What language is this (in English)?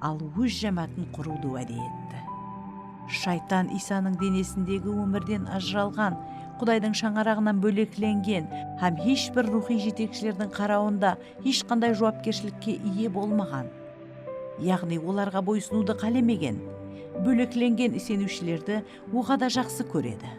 Kara-Kalpak